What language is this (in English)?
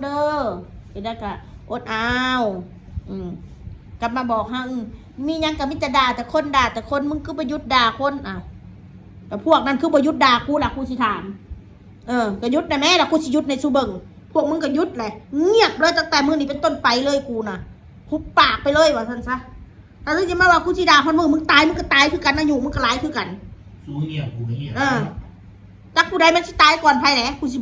Northeastern Thai